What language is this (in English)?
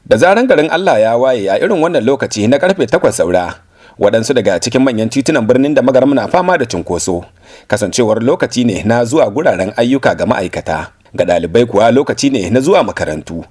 Hausa